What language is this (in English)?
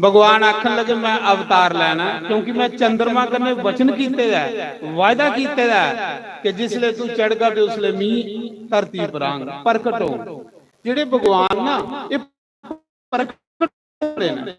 Dogri